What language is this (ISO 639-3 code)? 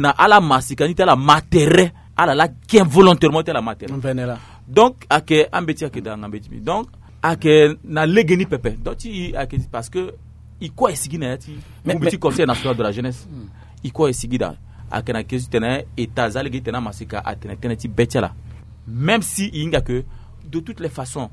sag